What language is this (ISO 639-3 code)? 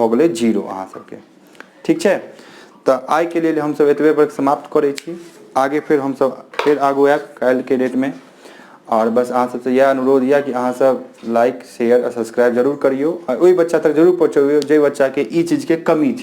mai